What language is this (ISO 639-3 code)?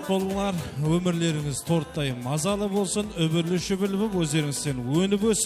kaa